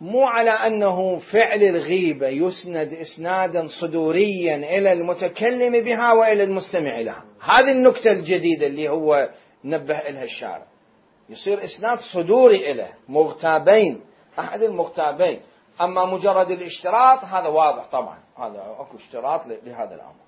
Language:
Mesopotamian Arabic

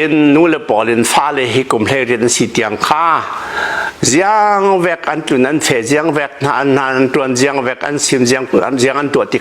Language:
Hakha Chin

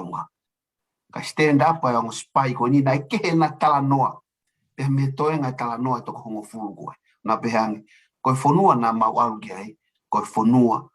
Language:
Tongan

